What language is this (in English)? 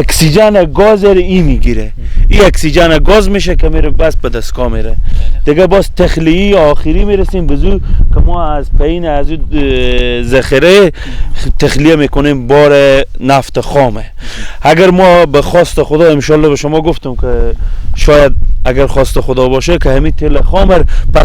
Persian